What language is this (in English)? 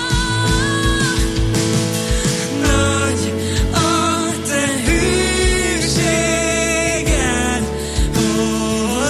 Hungarian